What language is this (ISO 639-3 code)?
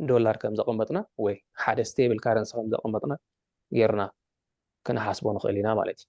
tir